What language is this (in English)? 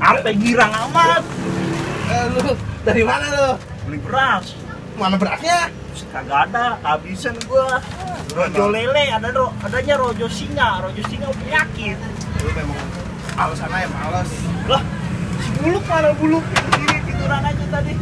Betawi